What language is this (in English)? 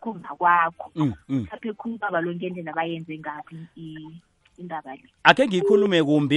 South Ndebele